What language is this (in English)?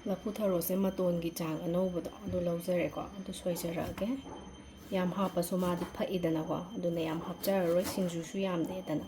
Manipuri